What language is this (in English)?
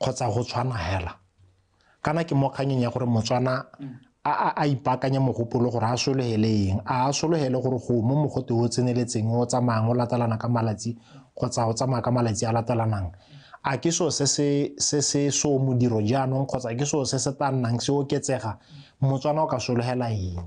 Tswana